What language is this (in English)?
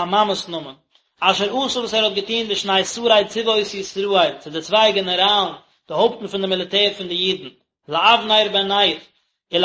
Yiddish